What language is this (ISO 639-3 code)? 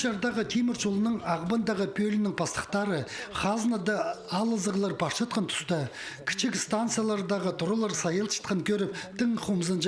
kjh